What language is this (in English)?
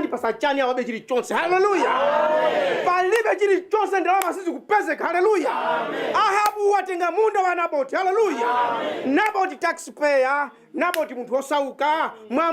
Nyanja